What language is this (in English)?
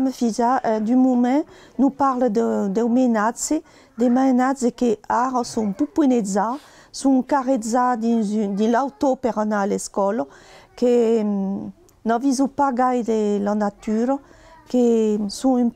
Occitan